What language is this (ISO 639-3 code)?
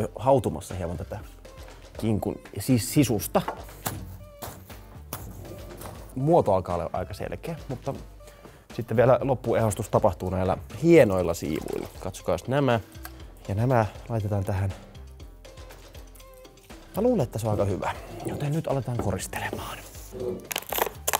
fin